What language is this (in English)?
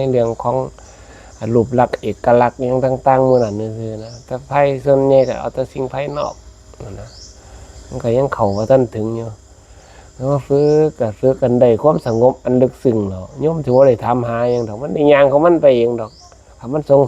Northeastern Thai